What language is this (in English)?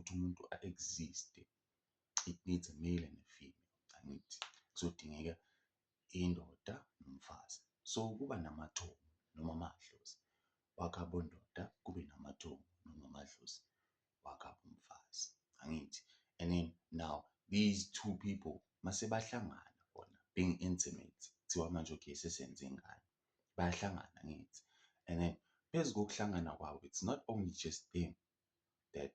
Zulu